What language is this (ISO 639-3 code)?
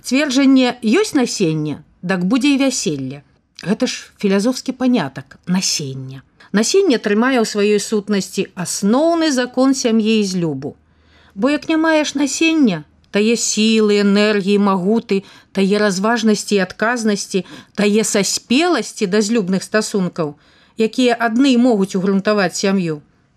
bel